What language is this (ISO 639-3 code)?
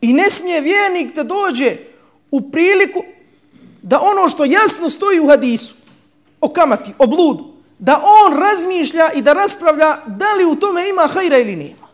bos